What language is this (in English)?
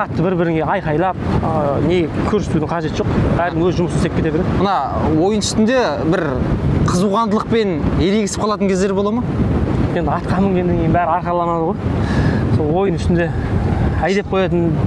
Kazakh